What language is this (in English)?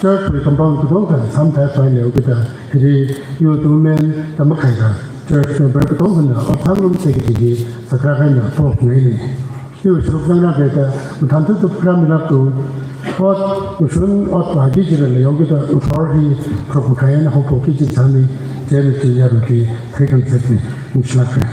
Tangkhul Naga (India)